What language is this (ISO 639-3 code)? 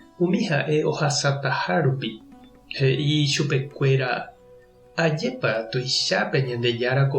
grn